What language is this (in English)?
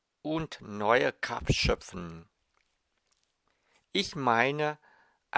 German